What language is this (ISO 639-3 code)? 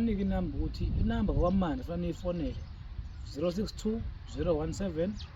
zul